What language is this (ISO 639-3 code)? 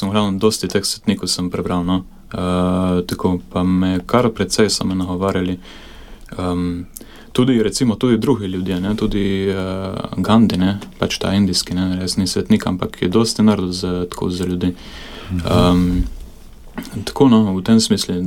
slv